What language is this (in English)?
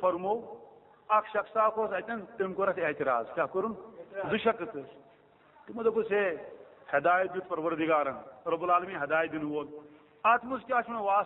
Kashmiri